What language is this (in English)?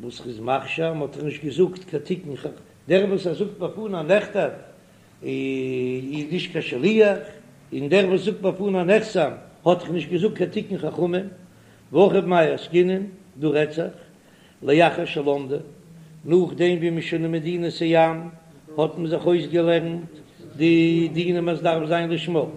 Yiddish